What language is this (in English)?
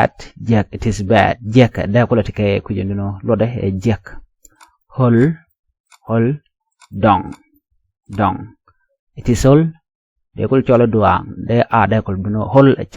Nuer